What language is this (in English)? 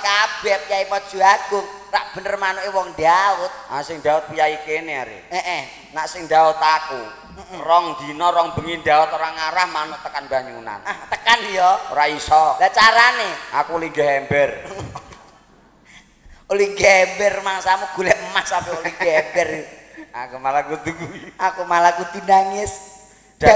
Javanese